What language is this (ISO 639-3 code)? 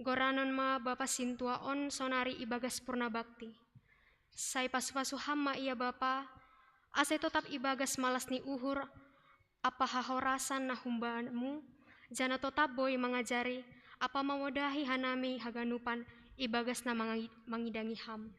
bts